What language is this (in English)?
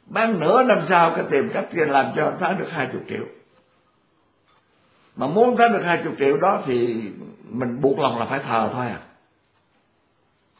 Vietnamese